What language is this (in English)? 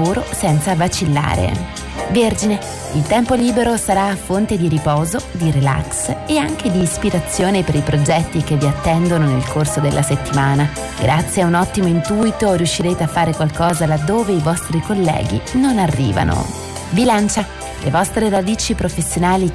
Italian